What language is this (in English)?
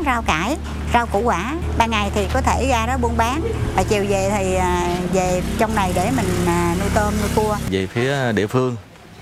Vietnamese